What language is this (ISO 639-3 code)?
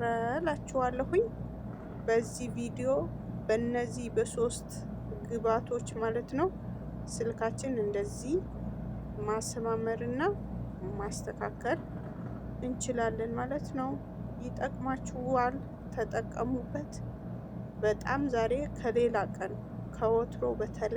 amh